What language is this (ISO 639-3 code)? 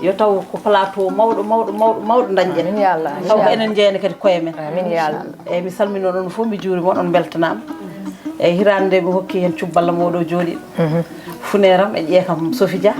ful